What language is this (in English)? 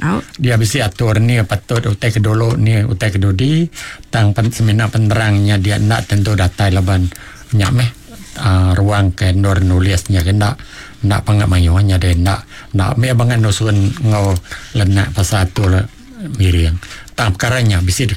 Iban